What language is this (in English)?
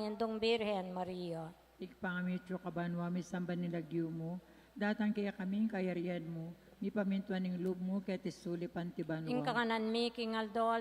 Pampanga